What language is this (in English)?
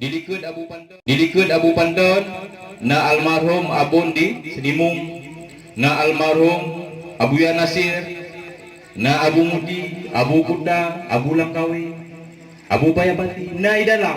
Achinese